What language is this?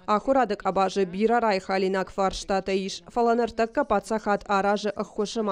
Ossetic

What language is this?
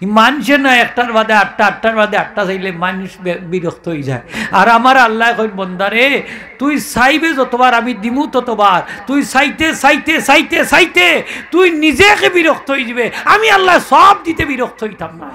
Sylheti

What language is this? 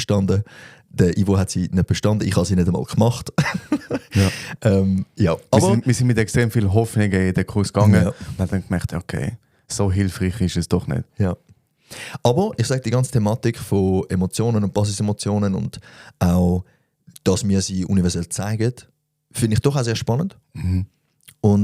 Swiss German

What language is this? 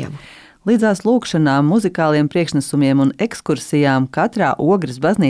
Latvian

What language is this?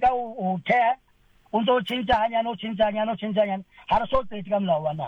Southern Sotho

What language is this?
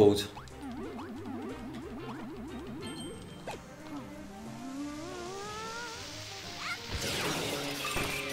Dutch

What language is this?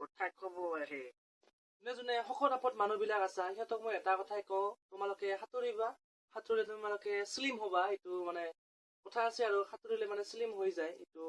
Assamese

